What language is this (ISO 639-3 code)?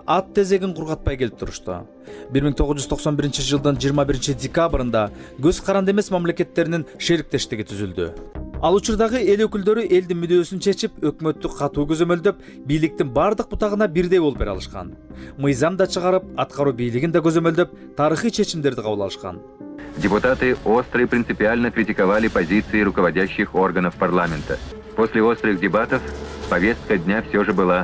kir